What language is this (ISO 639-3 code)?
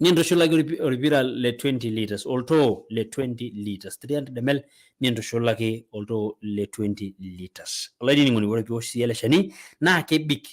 mas